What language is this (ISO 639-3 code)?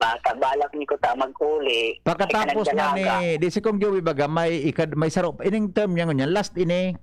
bik